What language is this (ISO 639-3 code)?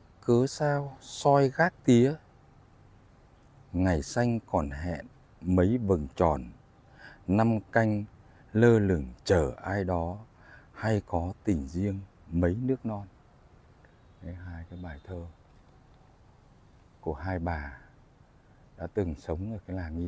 vie